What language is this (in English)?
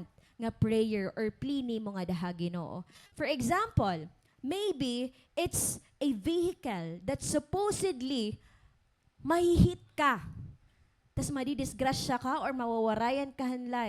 Waray